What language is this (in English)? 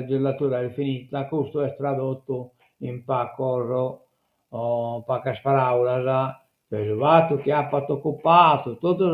Sardinian